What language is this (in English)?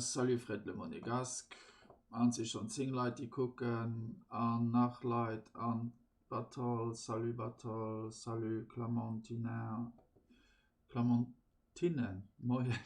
Luxembourgish